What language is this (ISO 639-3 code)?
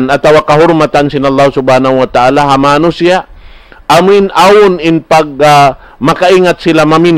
tsg